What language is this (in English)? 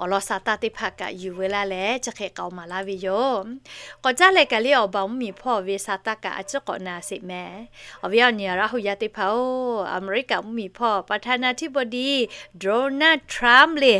Lahu